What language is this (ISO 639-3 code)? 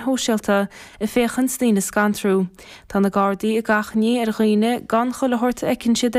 gle